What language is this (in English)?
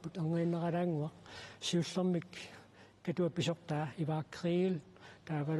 Kalaallisut